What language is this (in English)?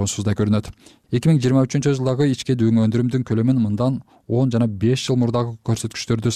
Kyrgyz